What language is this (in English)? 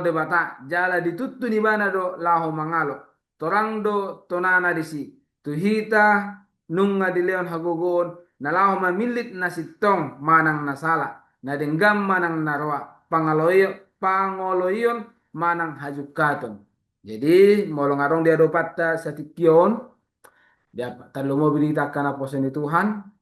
Batak Toba